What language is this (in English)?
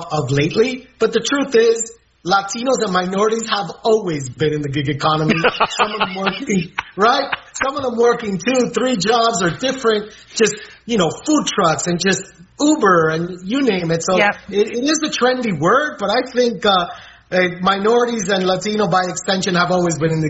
English